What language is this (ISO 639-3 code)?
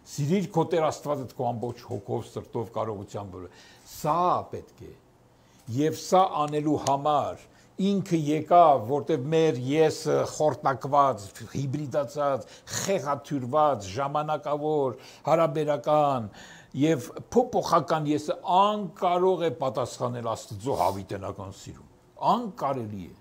hye